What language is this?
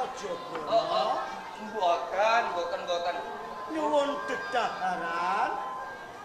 Javanese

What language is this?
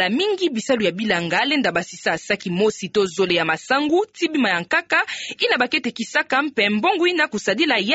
Kituba (Democratic Republic of Congo)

